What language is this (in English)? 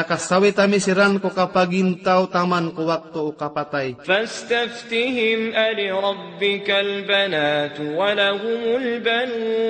Maranao